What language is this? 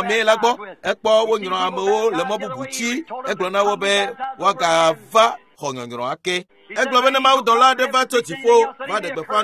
Ewe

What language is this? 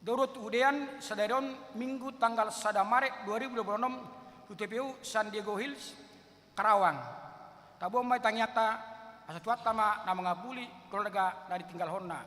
Batak Toba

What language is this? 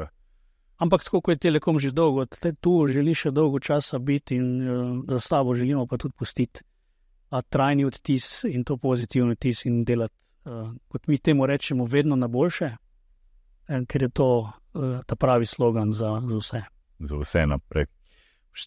Slovenian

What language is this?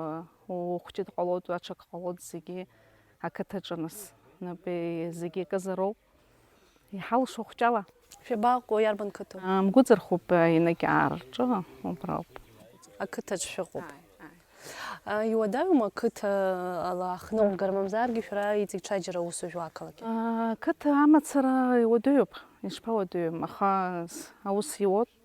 Abkhazian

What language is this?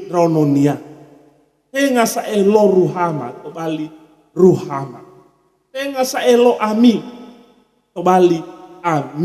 Nias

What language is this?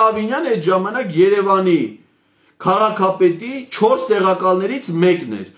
Armenian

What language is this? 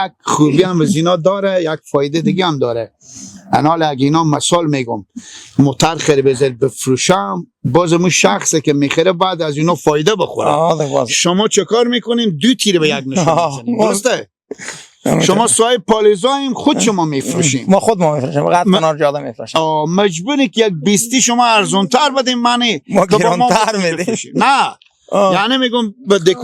Persian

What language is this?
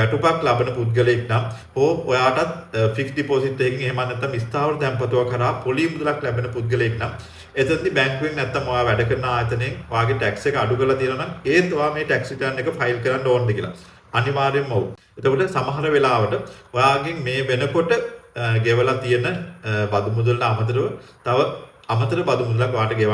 Sinhala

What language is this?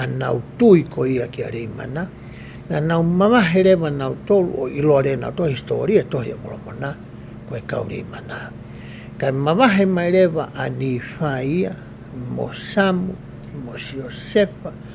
Tongan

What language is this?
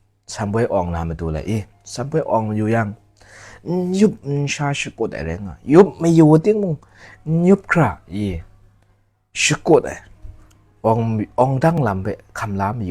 Kachin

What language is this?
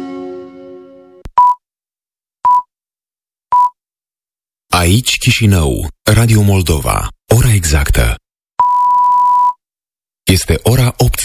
Romanian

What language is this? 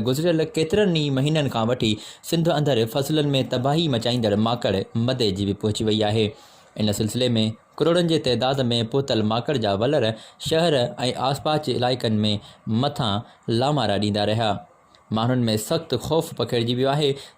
Sindhi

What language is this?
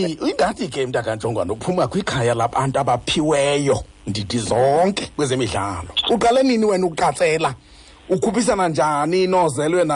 Xhosa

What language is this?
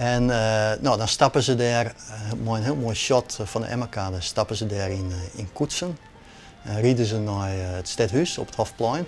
Western Frisian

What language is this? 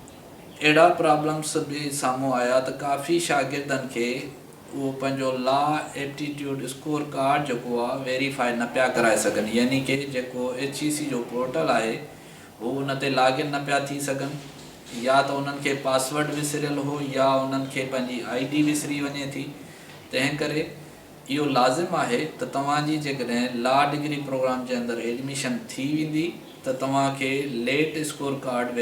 Sindhi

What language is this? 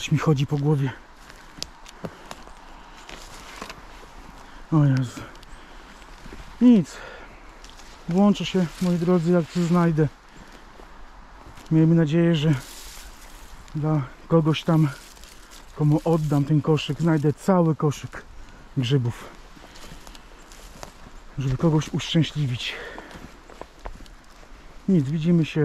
Polish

